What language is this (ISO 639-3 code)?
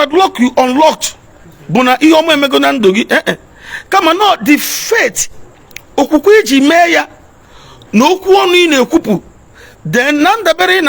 ibo